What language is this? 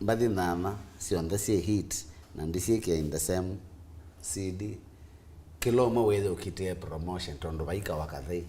Kamba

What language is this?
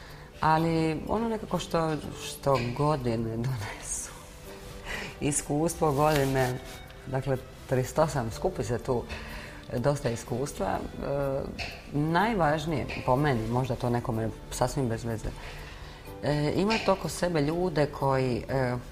Croatian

